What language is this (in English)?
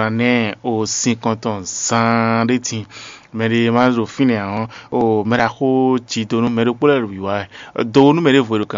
Fon